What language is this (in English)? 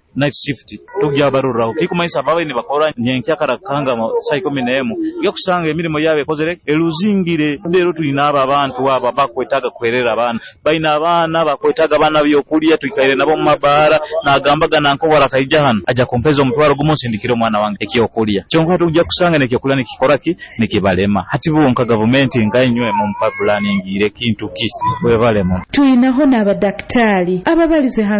Nyoro